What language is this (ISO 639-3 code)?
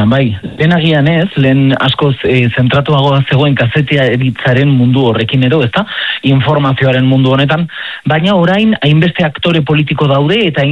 eus